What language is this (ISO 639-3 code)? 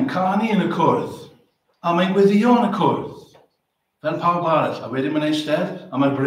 cym